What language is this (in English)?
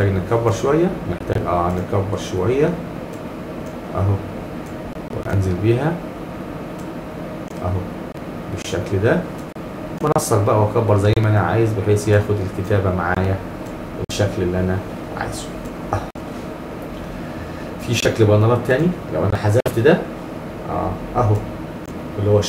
Egyptian Arabic